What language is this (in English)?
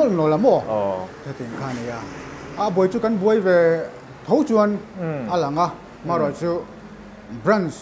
Mizo